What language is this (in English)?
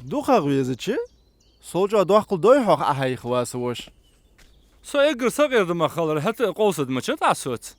Ingush